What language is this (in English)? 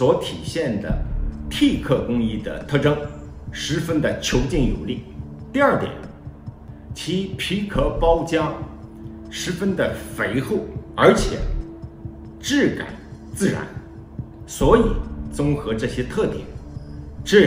Chinese